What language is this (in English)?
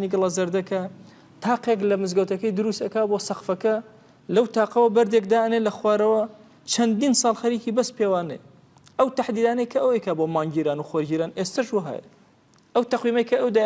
Central Kurdish